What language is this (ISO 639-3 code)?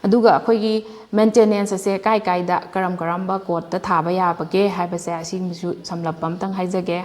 mni